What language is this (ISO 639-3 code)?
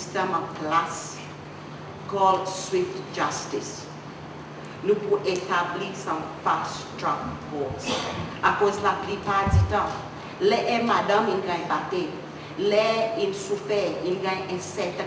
crs